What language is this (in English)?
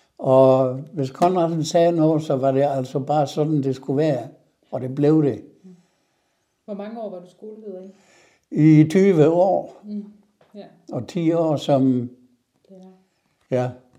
Danish